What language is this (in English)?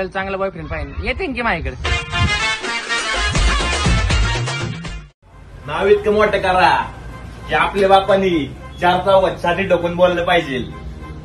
Marathi